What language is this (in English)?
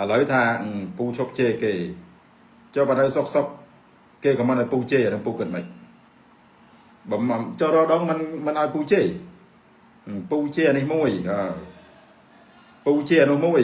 Khmer